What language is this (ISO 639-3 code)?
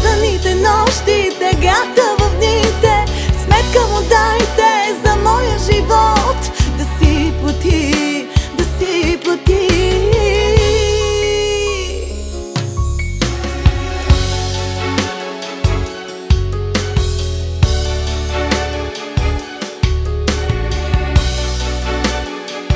bul